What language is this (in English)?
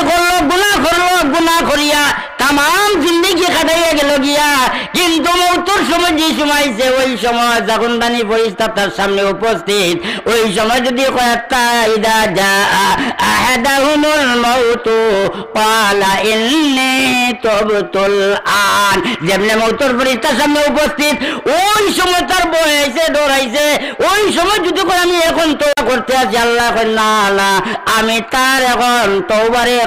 Sylheti